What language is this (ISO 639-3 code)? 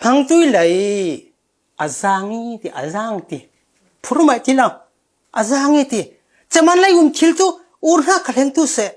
cfm